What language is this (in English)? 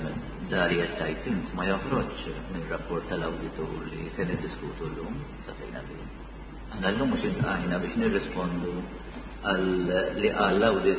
Maltese